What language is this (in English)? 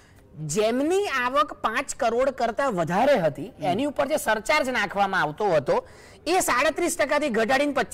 Gujarati